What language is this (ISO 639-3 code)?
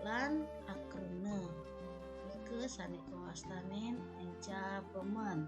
ban